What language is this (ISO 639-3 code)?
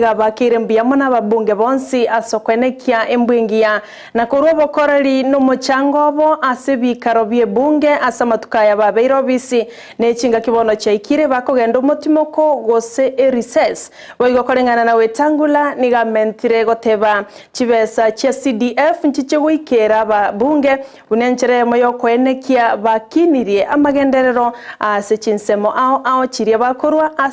guz